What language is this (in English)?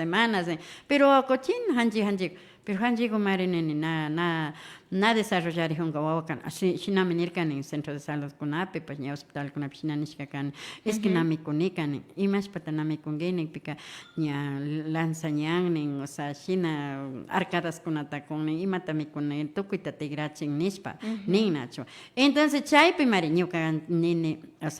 Imbabura Highland Quichua